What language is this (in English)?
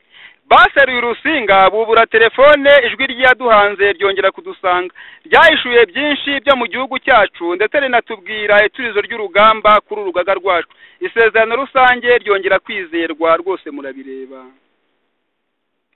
Kinyarwanda